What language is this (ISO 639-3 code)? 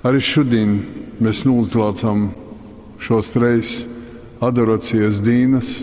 ltg